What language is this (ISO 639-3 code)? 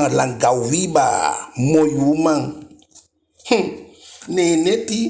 djk